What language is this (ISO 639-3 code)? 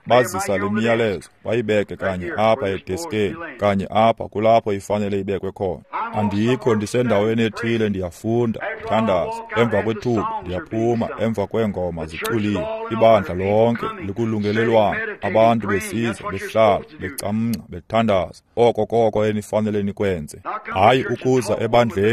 xho